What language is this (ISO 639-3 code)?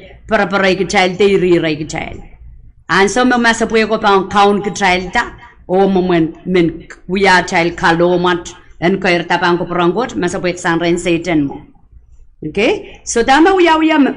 pon